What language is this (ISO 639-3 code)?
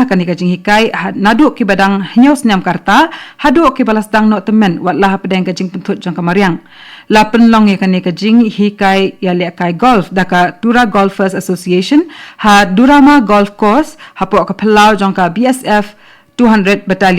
kha